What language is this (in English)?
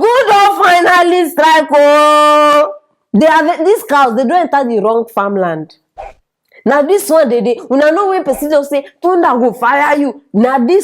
Nigerian Pidgin